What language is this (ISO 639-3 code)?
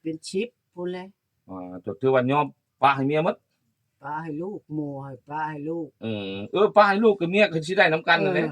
lao